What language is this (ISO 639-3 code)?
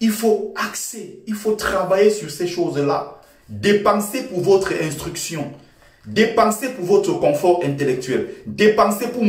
fra